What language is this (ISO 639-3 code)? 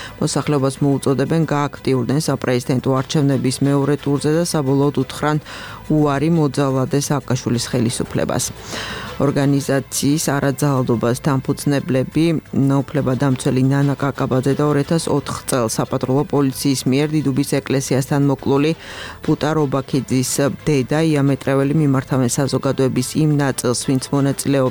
kat